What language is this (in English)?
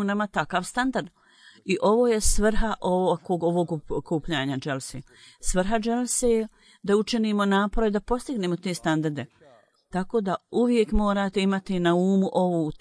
Bosnian